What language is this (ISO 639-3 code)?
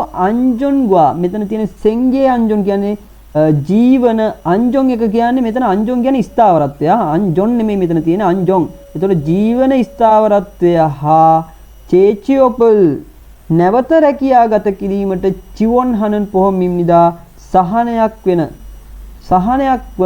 sin